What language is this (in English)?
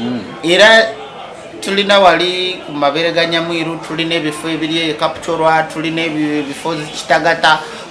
Ganda